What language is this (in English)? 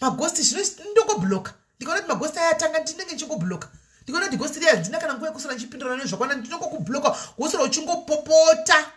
Shona